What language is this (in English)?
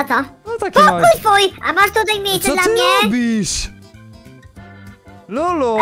Polish